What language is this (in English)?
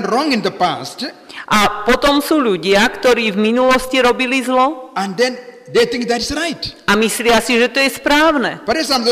Slovak